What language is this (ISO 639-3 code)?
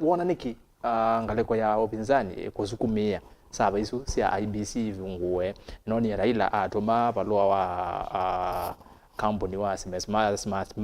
kam